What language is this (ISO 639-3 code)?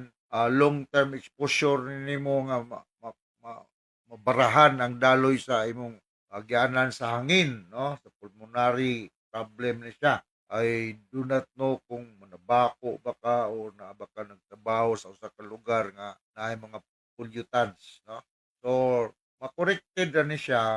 ceb